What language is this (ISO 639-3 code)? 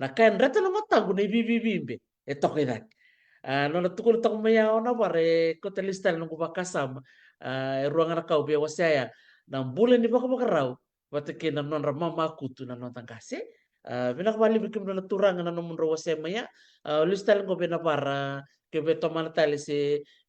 fij